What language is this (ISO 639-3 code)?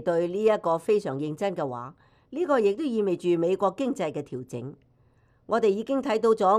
yue